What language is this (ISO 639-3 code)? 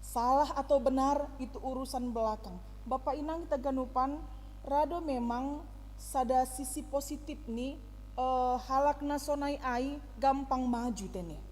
bts